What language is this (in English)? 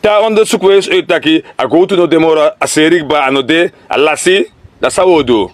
Sranan Tongo